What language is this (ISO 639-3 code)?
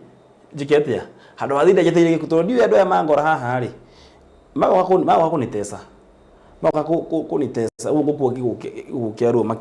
kik